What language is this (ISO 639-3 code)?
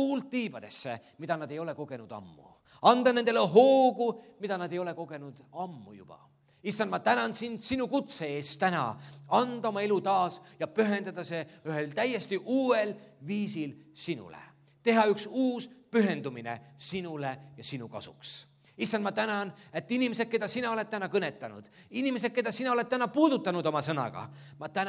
est